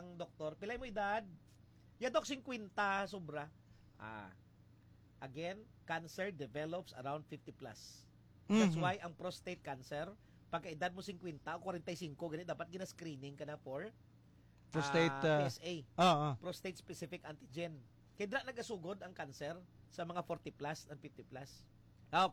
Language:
Hiligaynon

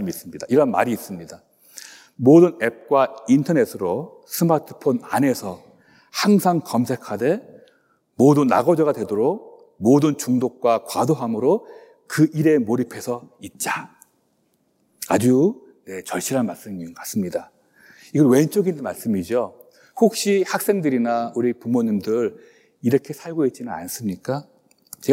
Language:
Korean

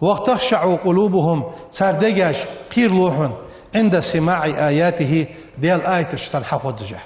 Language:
Ingush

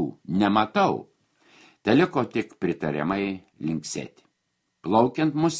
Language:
Lithuanian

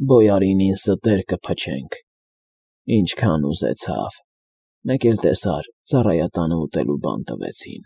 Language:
Armenian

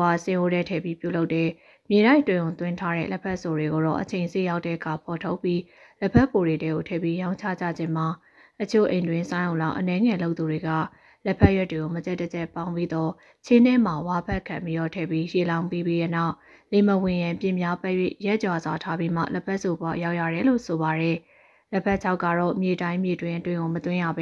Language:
Burmese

